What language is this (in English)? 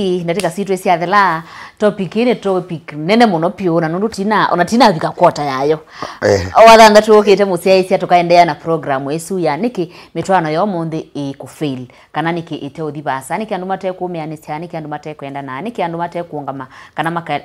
Kamba